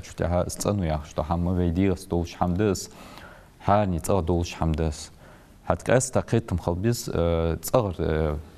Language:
Ingush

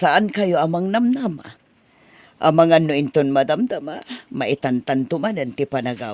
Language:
Iloko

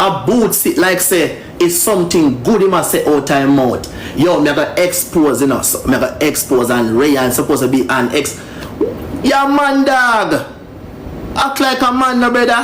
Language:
Jamaican Creole English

